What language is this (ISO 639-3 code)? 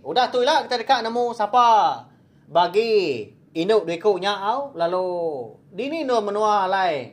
iba